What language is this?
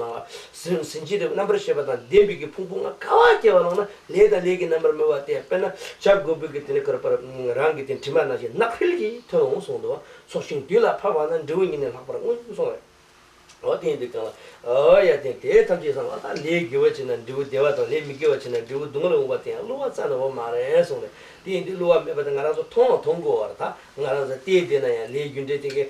Tibetan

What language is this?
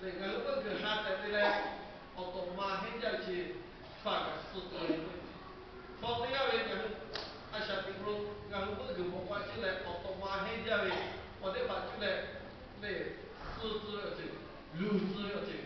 Lahu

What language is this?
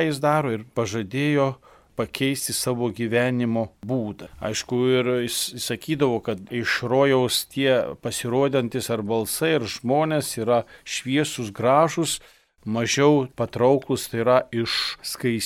Lithuanian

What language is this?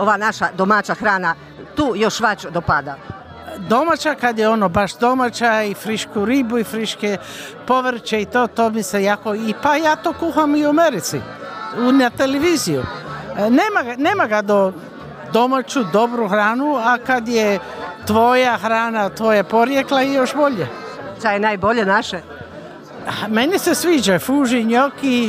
Croatian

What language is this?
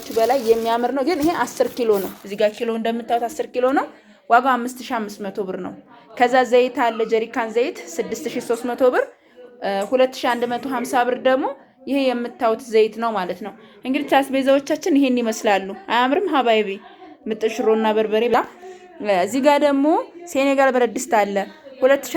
Amharic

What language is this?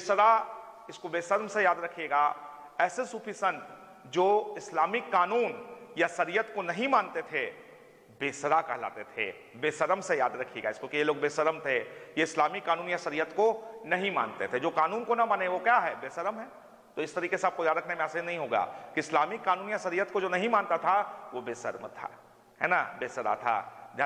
Hindi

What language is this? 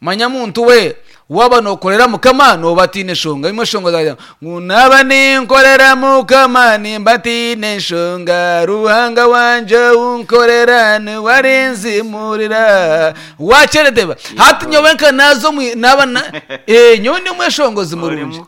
Nyankole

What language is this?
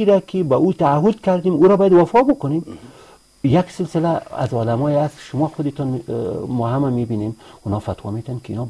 Persian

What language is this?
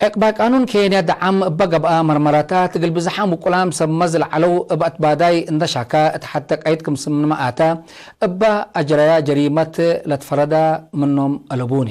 Tigre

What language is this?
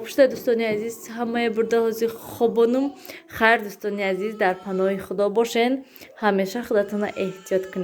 Tajik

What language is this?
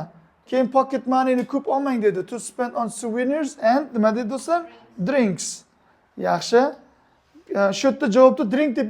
Uzbek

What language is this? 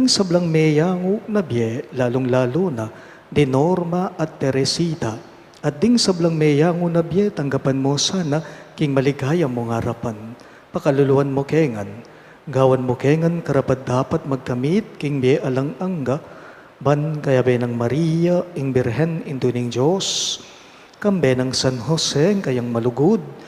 Pampanga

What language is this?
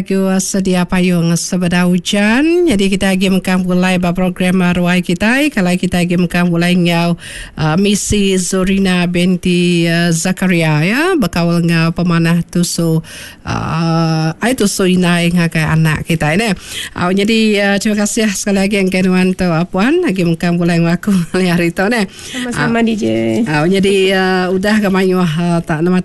Iban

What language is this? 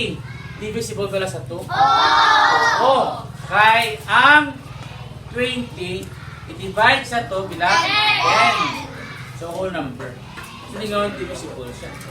Hiligaynon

